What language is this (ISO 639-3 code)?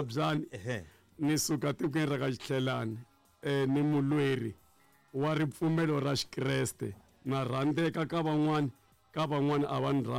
tso